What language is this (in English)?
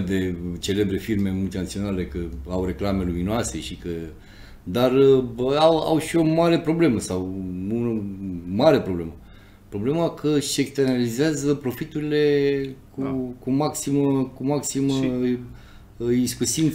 Romanian